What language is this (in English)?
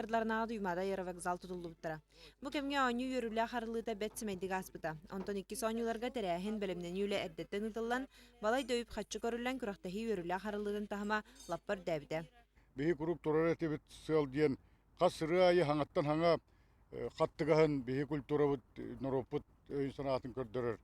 Yakut